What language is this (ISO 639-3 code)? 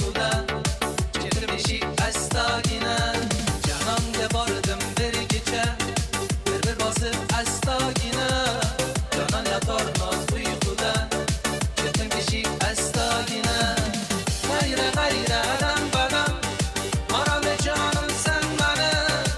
kaa